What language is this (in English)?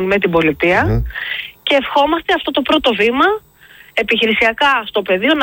Greek